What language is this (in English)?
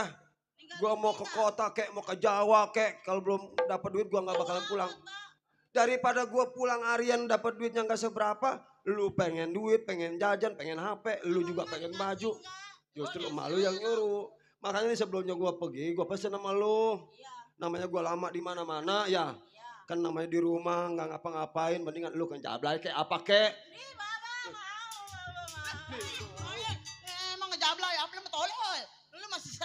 Betawi